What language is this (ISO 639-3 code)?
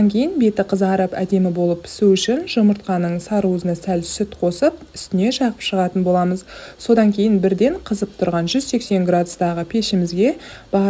kaz